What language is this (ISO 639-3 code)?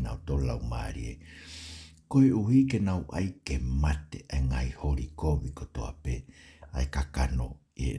ton